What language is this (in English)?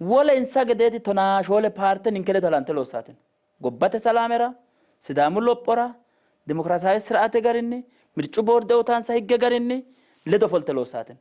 Sidamo